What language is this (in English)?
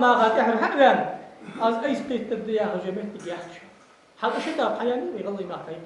Ingush